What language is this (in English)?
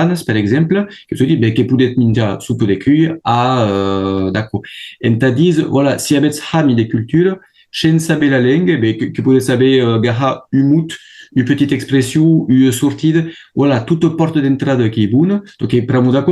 Occitan